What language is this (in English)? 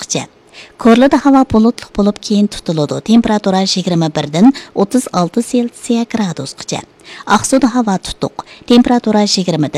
Uyghur